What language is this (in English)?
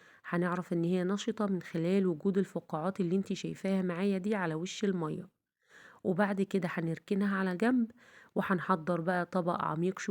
Egyptian Arabic